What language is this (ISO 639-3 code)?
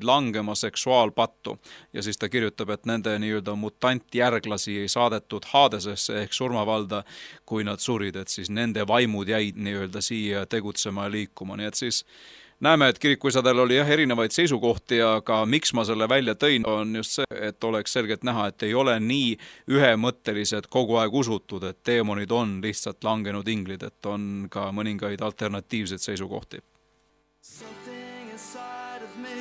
est